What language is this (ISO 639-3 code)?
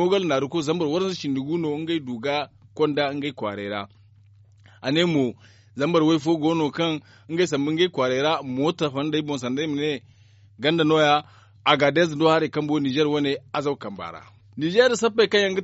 dje